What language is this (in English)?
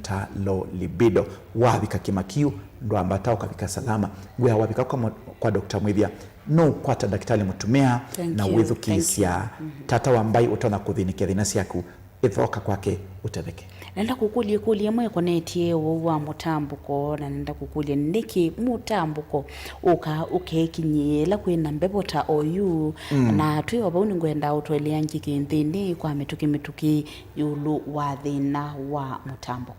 Kamba